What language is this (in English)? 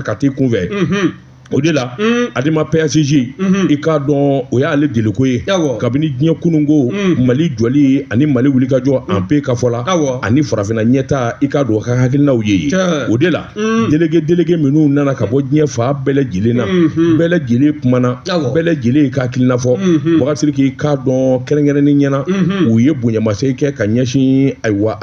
Bambara